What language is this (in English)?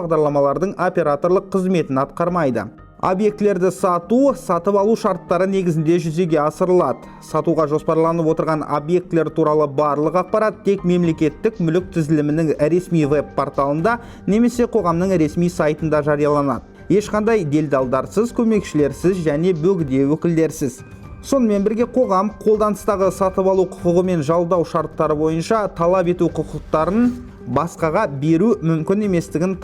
Kazakh